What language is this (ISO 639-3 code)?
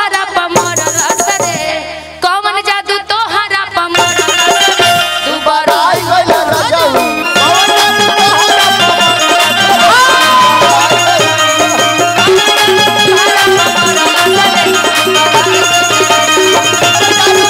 bho